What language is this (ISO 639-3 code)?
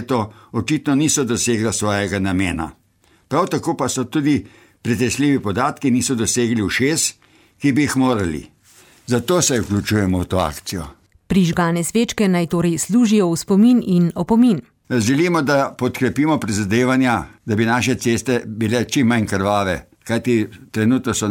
slv